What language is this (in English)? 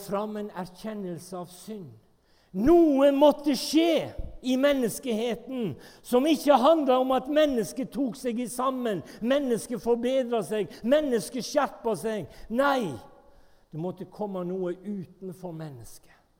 Norwegian